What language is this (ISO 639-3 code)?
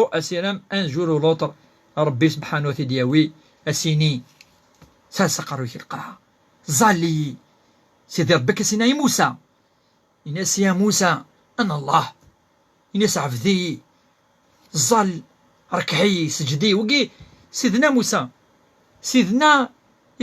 kab